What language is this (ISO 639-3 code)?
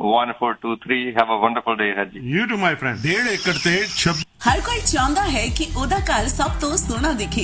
pan